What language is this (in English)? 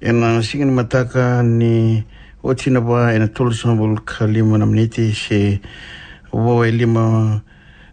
Fijian